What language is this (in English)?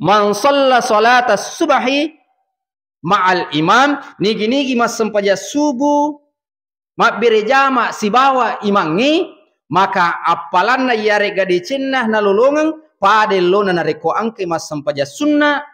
Buginese